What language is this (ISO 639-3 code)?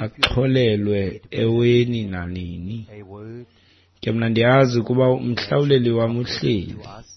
xho